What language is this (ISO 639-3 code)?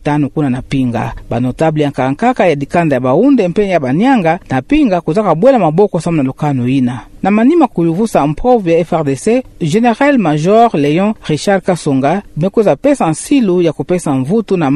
ktu